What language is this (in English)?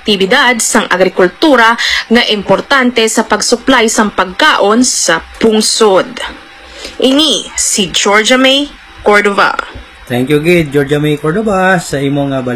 Hiligaynon